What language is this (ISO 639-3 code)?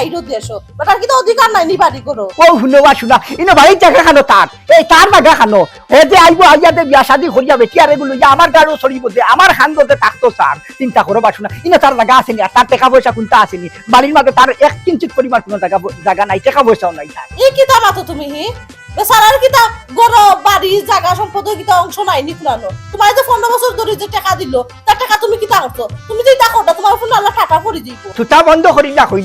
syl